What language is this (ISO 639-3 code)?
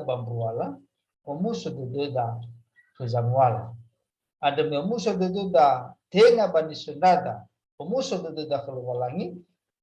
nia